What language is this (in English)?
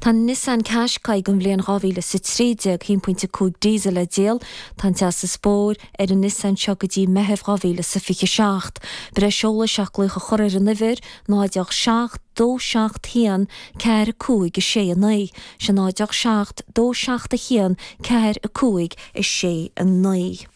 Irish